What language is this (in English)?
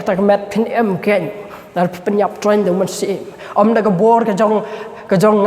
Khasi